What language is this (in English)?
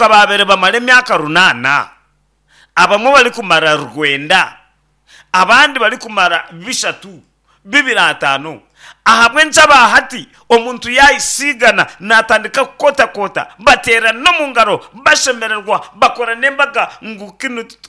Nyankole